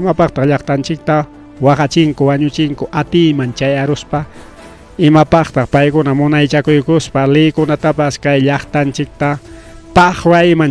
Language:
Ayacucho Quechua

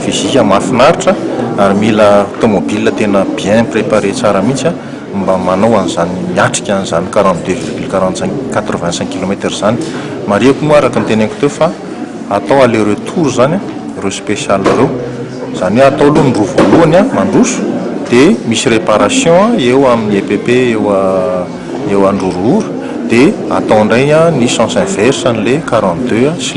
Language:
Malagasy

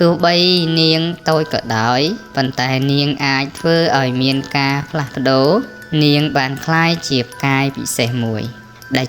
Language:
Khmer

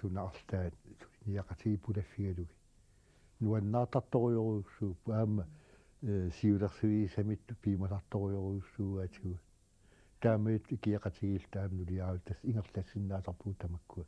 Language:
Kalaallisut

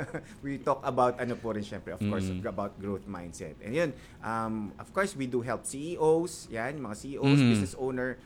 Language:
Filipino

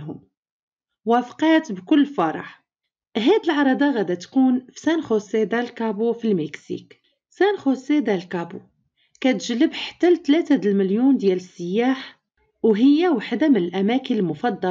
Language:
Moroccan Arabic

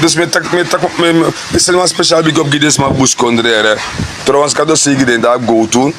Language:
Sranan Tongo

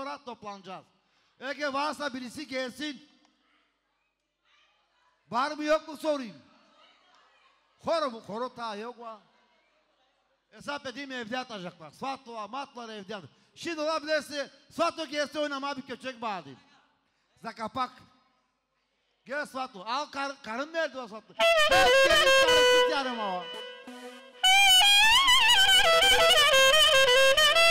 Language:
Turkish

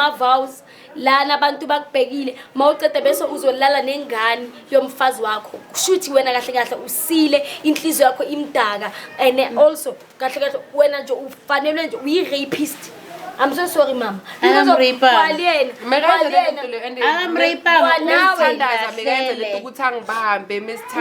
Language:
Zulu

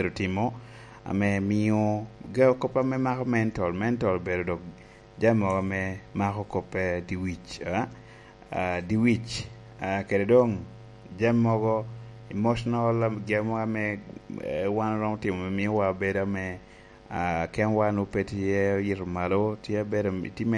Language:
Lango (Uganda)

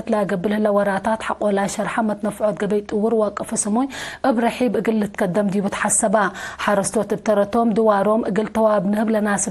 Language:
Tigre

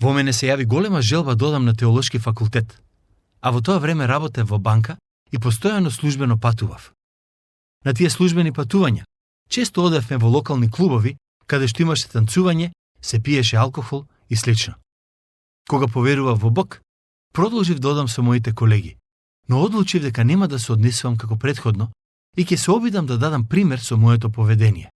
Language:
Macedonian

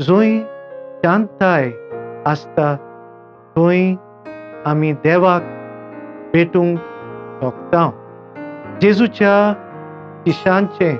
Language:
Konkani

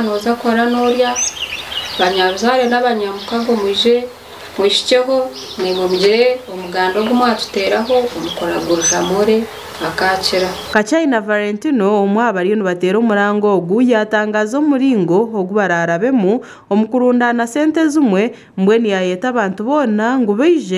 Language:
Nyankole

